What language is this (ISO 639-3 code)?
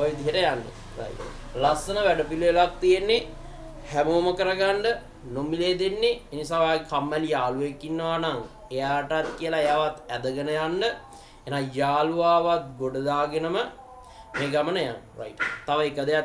sin